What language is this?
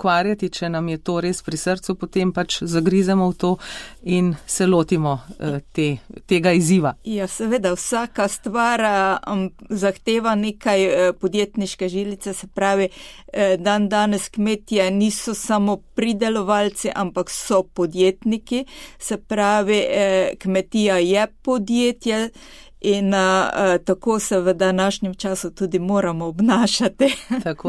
Slovenian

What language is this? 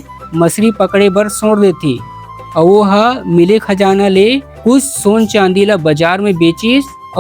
Chhattisgarhi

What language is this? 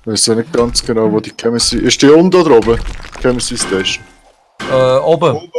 Swiss German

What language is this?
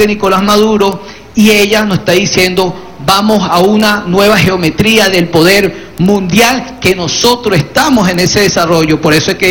Spanish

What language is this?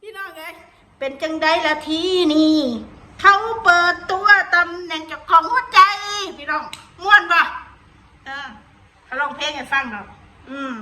Northeastern Thai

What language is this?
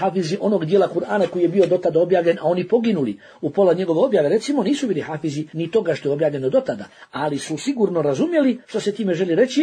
Bosnian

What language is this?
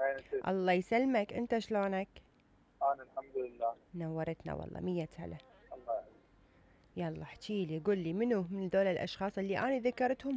Mesopotamian Arabic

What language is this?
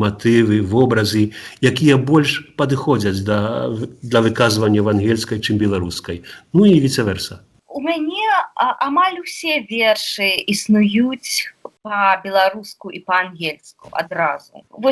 Belarusian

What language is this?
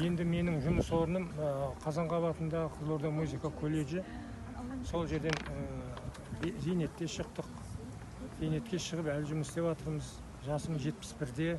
Kazakh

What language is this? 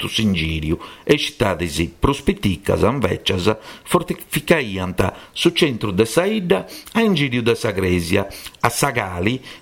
Sardinian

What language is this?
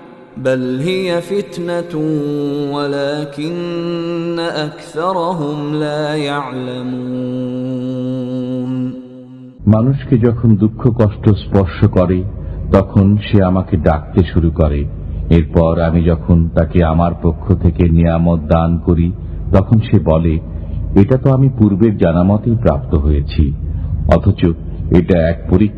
Bangla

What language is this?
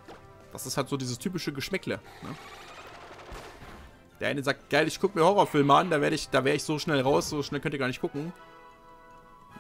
German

